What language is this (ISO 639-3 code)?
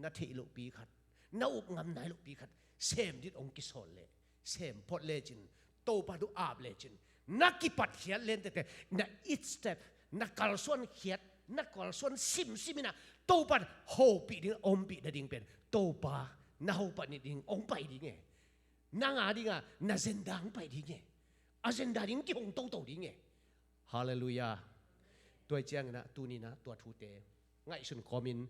ctd